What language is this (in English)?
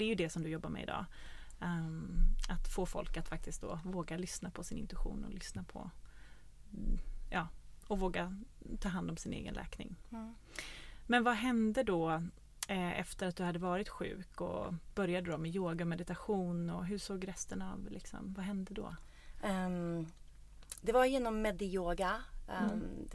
Swedish